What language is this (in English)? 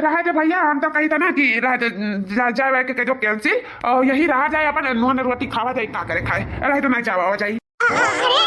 Awadhi